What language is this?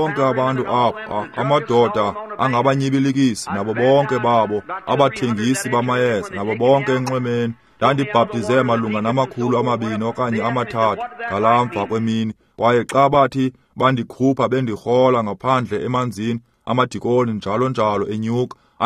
Xhosa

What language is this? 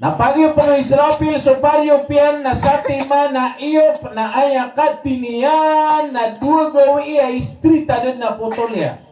Maranao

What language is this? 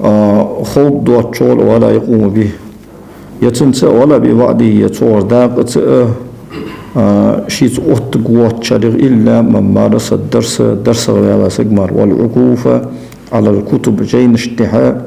Ingush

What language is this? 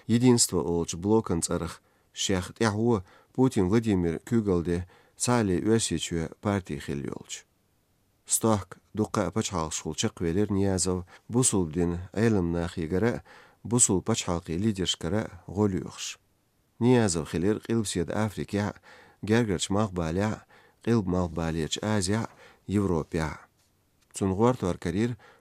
Chechen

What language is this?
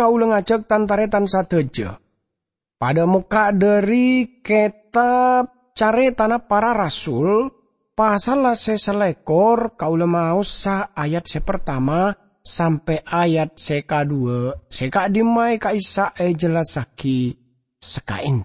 Madurese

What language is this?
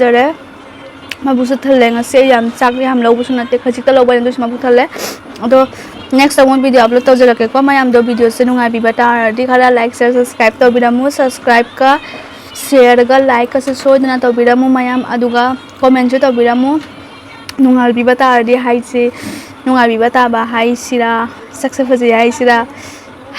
Manipuri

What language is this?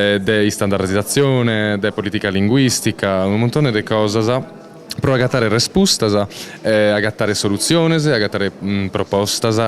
Sardinian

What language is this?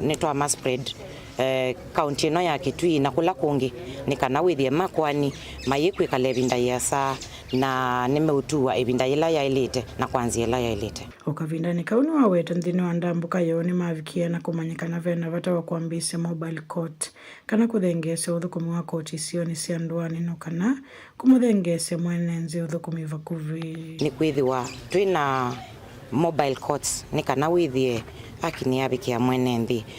Kamba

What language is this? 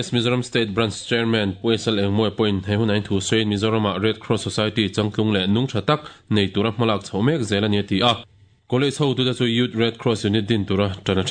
Mizo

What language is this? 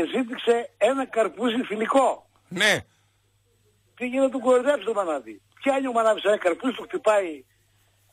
Greek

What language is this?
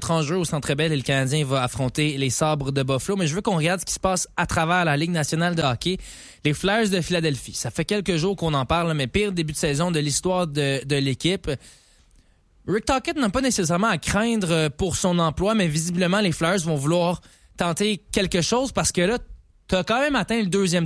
French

